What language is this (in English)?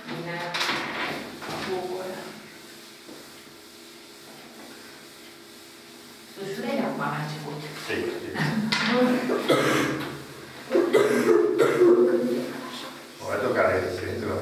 Romanian